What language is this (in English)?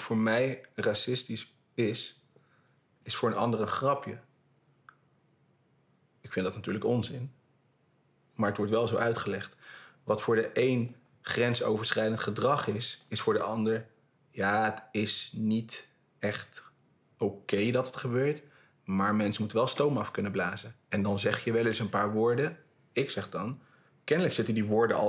Dutch